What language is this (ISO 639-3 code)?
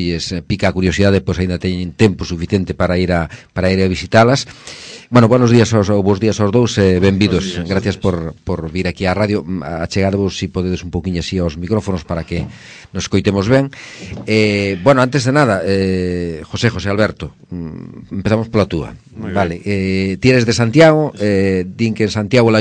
glg